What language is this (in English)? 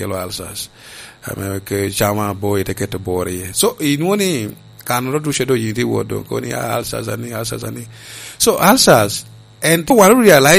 Lango (Uganda)